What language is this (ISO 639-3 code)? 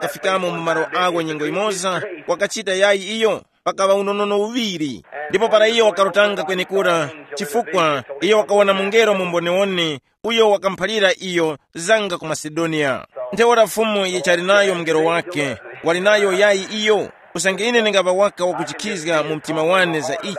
tum